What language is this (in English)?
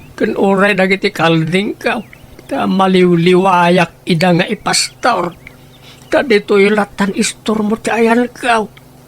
Iloko